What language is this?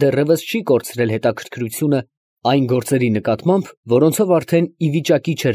Armenian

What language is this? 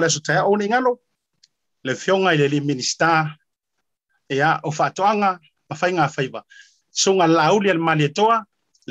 Samoan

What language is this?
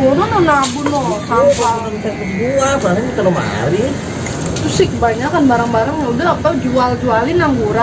Betawi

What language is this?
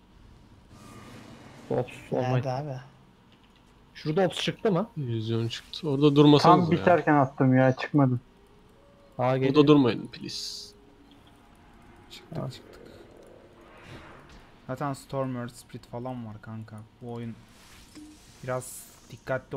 Turkish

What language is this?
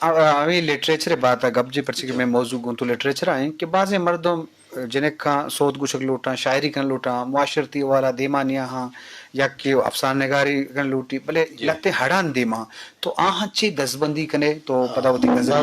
Eastern Balochi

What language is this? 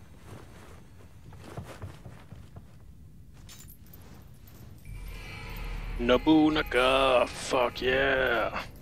Finnish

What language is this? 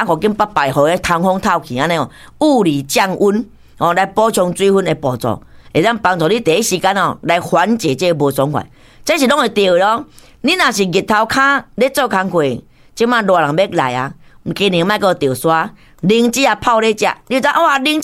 Min Nan Chinese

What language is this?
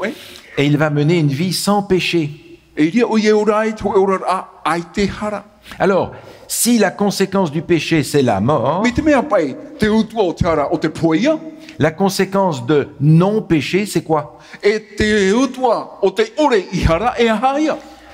Tahitian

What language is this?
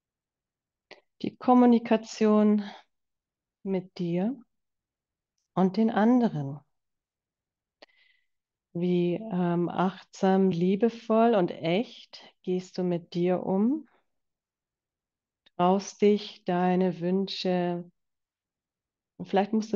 German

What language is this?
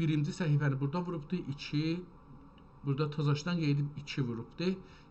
South Azerbaijani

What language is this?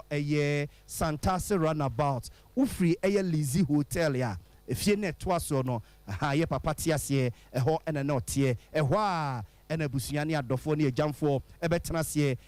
Akan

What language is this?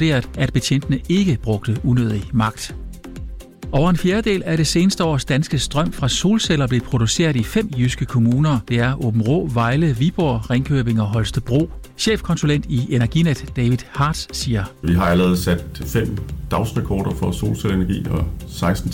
Danish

